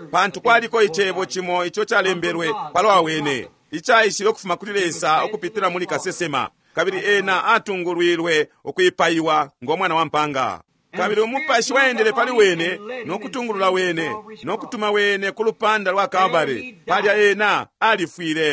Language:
Bemba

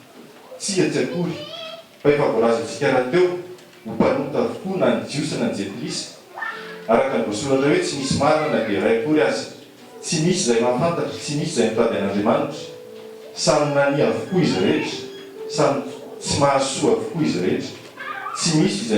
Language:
Malagasy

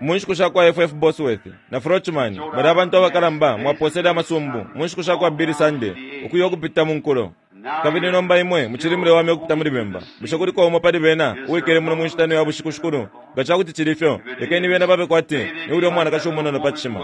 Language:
Bemba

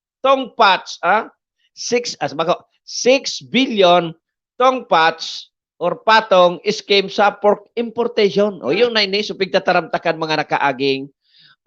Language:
Bikol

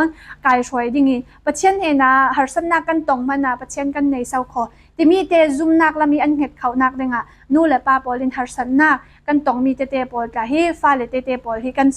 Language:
Falam Chin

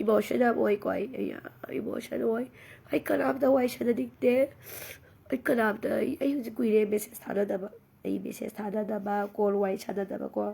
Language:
Manipuri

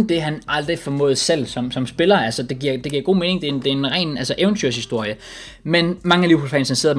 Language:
Danish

